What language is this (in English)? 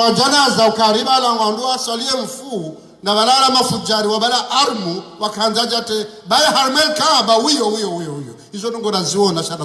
Ngazidja Comorian